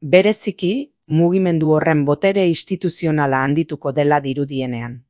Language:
Basque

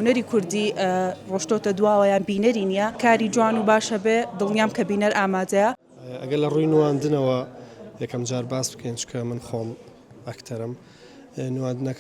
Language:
Central Kurdish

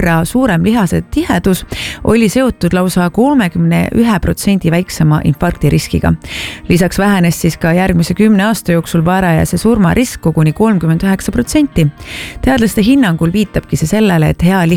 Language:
Estonian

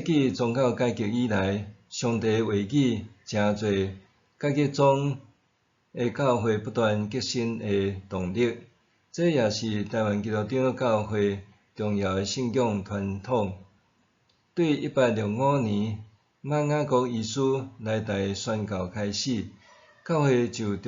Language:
Min Nan Chinese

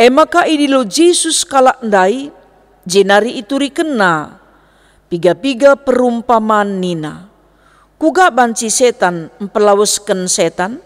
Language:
Batak Karo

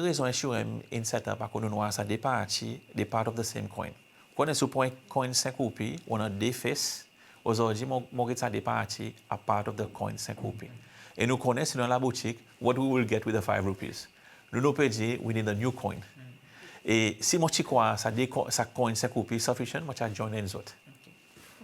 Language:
Seselwa Creole French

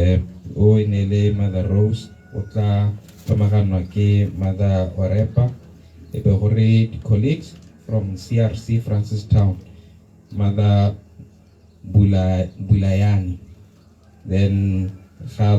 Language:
Tswana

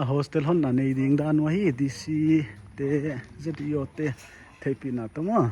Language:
Paite Chin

